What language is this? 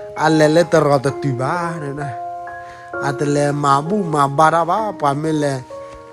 S'gaw Karen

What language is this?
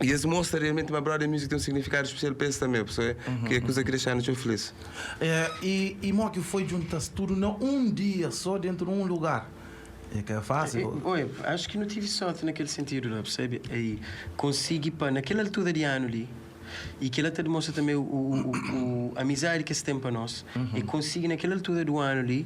Kabuverdianu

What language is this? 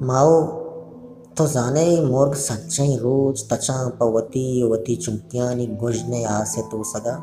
Baluchi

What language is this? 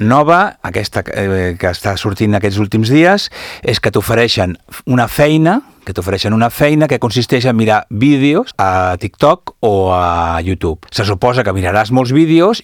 Catalan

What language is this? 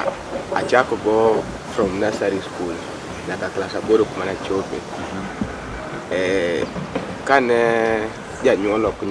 Luo (Kenya and Tanzania)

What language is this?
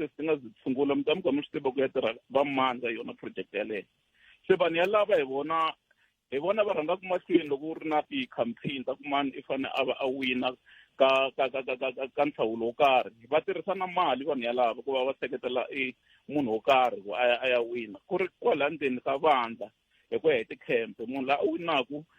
Tsonga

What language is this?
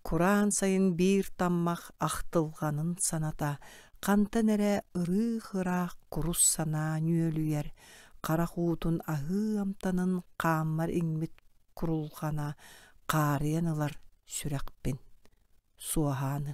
Yakut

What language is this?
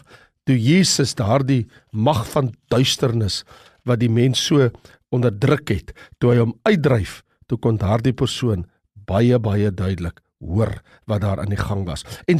Afrikaans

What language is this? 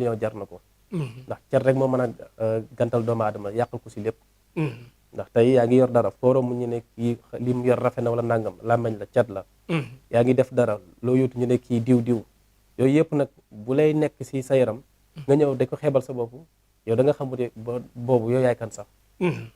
Wolof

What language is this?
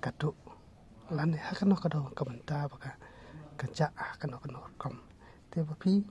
Khasi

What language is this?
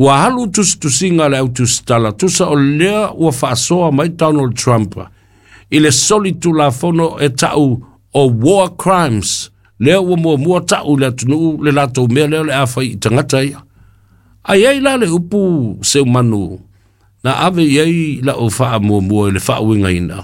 Samoan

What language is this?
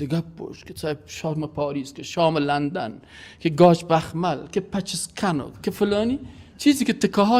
Persian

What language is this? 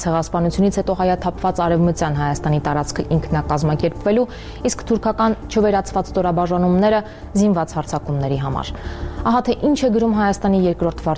Armenian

